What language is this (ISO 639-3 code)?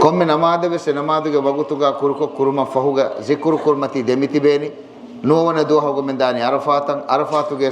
div